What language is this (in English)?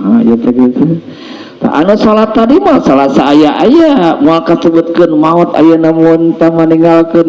Sundanese